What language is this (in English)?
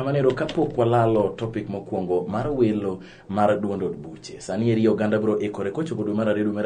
Luo (Kenya and Tanzania)